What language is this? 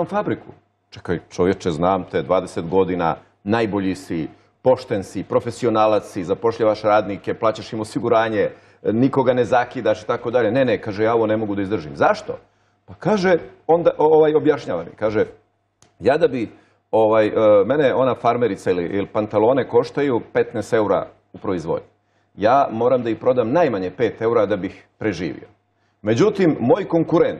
Bosnian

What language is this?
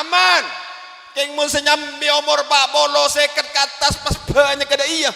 Madurese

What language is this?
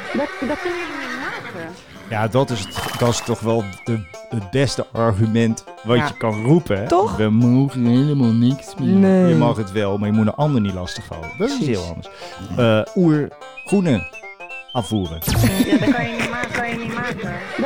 Dutch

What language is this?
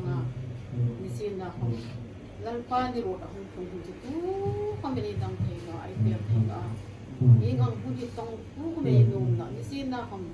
Hmar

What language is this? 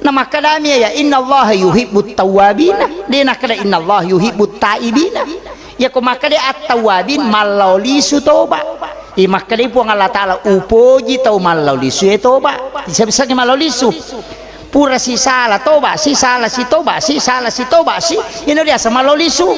Buginese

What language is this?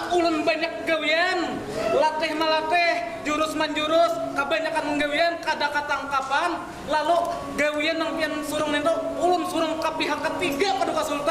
Banjar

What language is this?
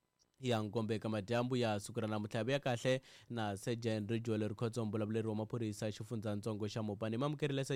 Tsonga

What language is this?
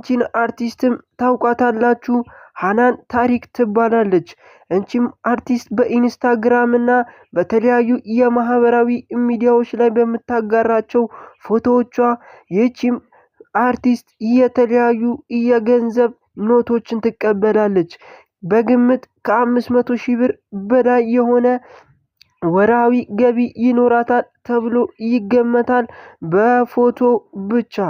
Amharic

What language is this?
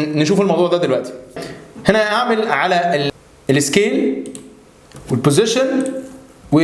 Egyptian Arabic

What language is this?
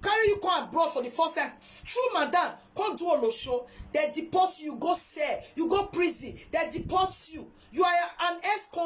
Nigerian Pidgin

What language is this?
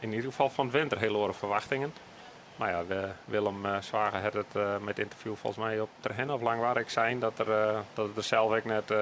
Western Frisian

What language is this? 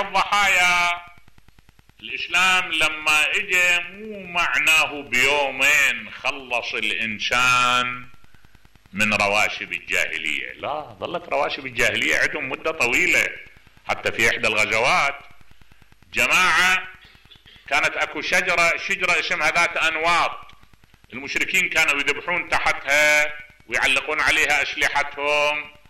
Mesopotamian Arabic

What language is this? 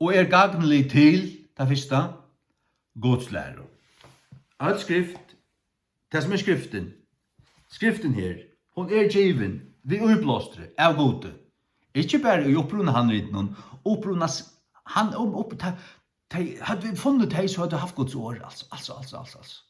Faroese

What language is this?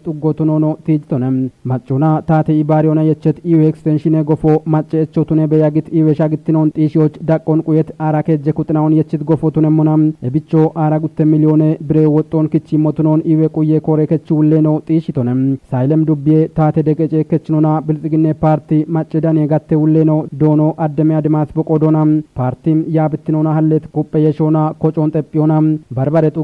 Kafa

